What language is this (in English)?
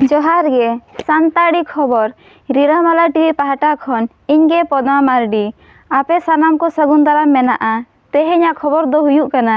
Santali